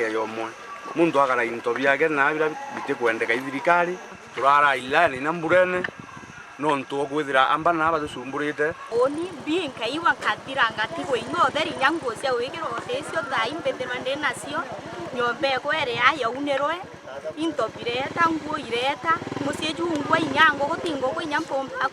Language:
Meru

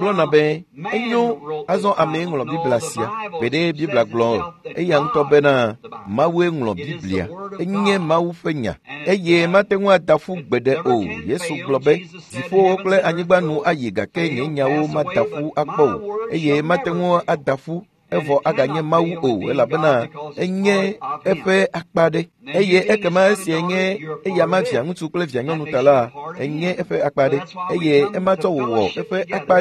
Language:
Ewe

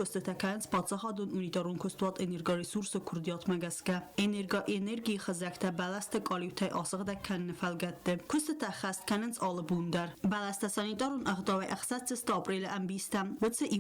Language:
Ossetic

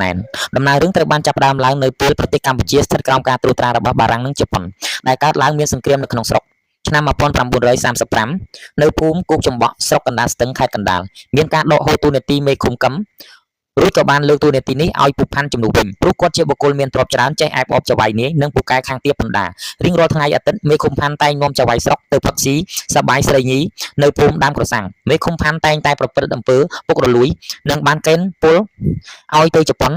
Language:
Khmer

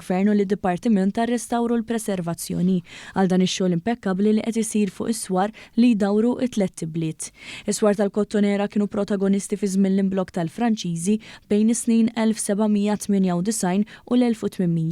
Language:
Maltese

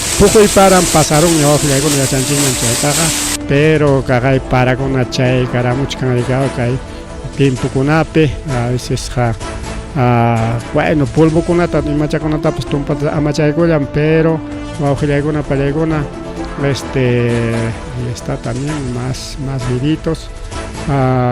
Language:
Ayacucho Quechua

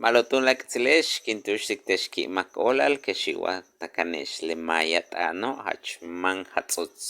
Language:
Yucateco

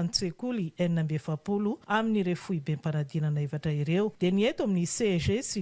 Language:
Malagasy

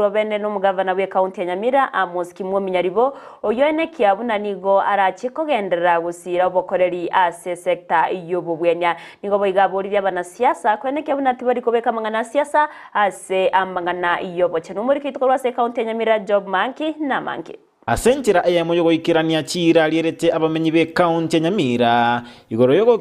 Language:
Gusii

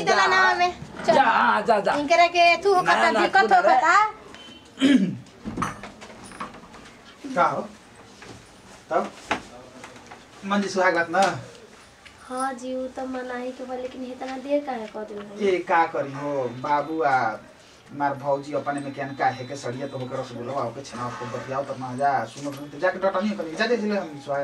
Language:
Bhojpuri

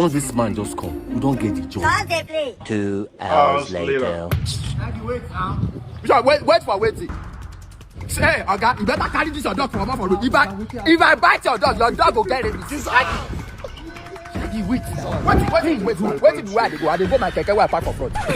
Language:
Nigerian Pidgin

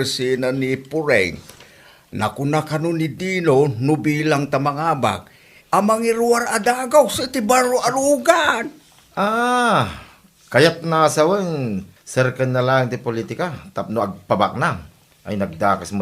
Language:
Iloko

